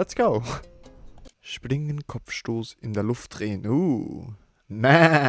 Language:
Swiss German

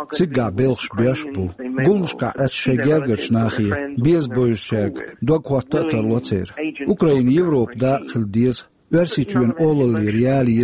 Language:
Chechen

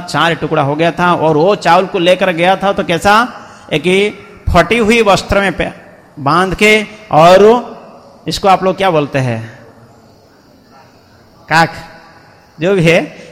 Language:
Hindi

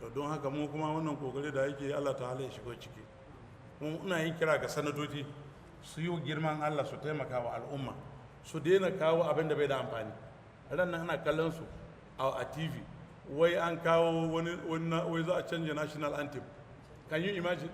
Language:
Hausa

